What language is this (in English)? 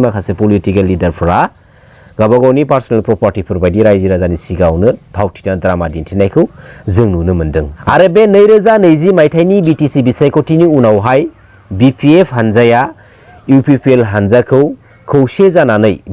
Bodo